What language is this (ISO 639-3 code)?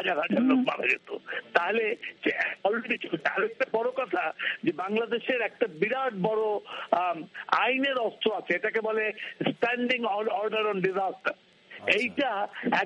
ben